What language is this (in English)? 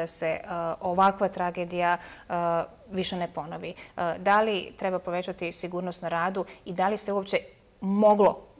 Bosnian